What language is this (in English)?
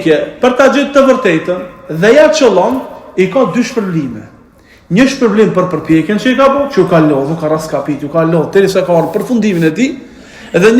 Albanian